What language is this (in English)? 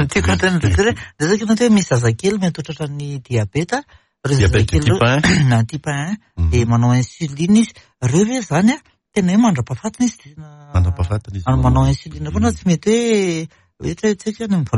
Malagasy